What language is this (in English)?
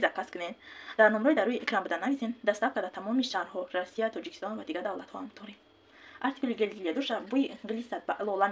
Tajik